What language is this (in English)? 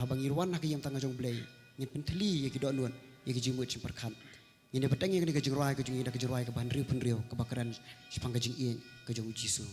Khasi